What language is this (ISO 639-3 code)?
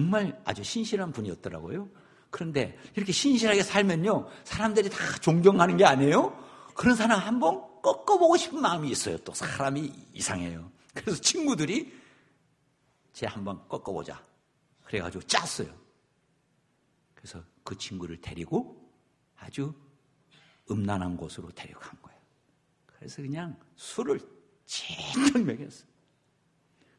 kor